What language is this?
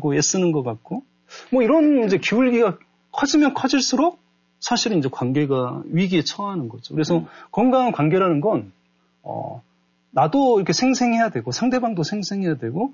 Korean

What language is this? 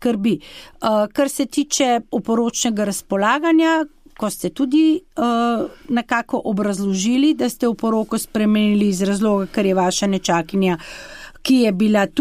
Slovenian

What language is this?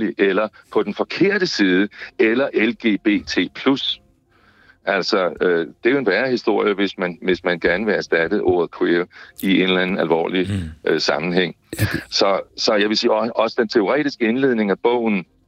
Danish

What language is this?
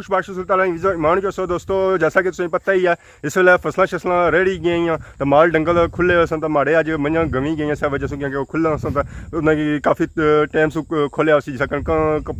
Pahari-Potwari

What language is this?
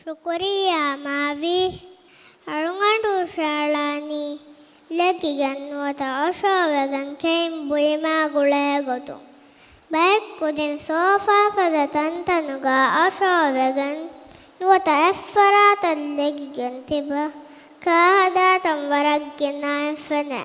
Divehi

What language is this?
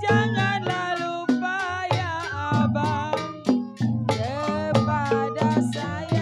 Betawi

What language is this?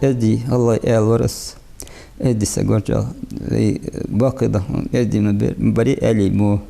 Ingush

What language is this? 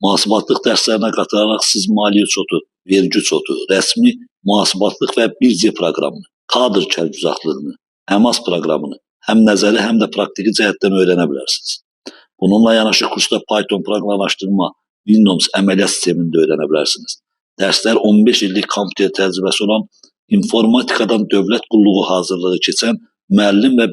Azerbaijani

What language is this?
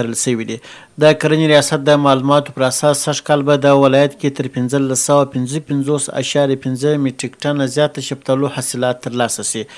Pashto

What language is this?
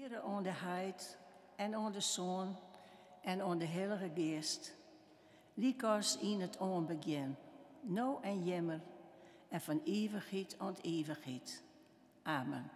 Western Frisian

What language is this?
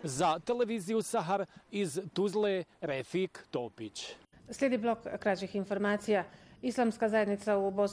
Bosnian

